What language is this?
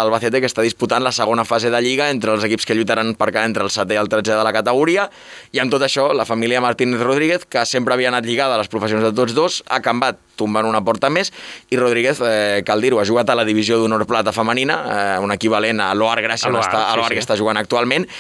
Catalan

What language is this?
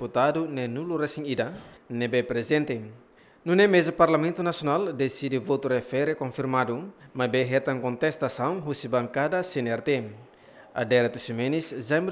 Tetum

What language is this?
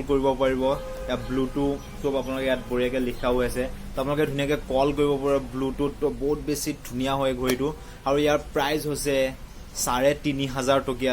Assamese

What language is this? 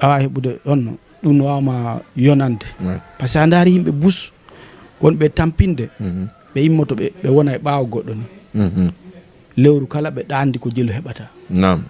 Fula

